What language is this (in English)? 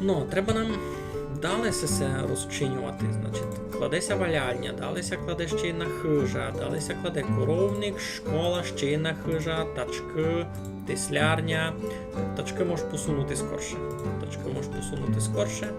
Rusyn